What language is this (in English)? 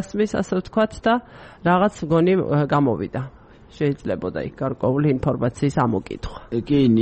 Georgian